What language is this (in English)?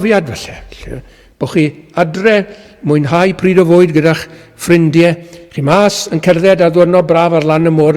Welsh